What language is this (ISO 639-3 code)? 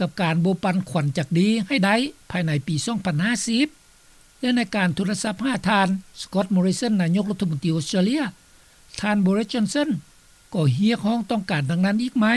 lao